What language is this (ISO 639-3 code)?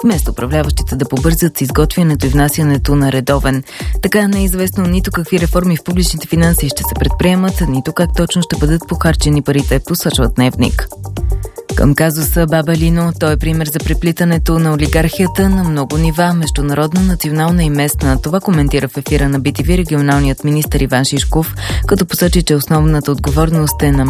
bul